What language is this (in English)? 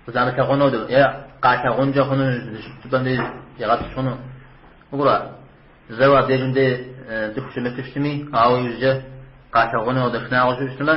Kabardian